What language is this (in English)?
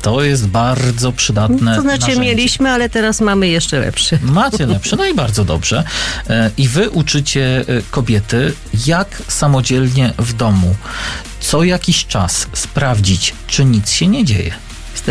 Polish